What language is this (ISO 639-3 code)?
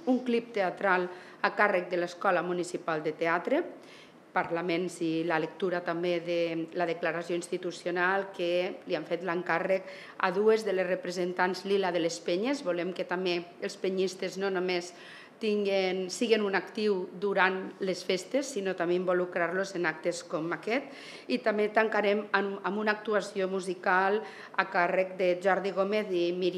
cat